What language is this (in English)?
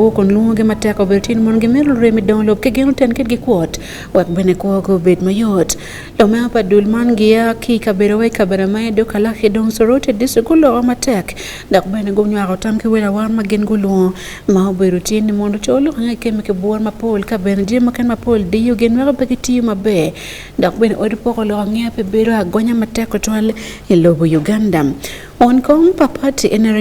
Acoli